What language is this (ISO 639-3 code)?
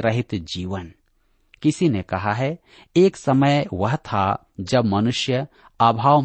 hin